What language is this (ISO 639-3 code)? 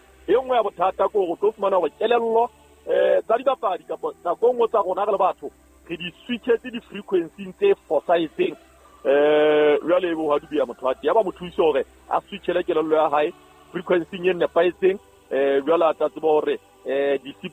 sot